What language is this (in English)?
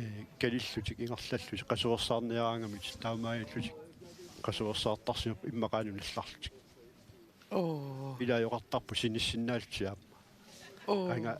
Kalaallisut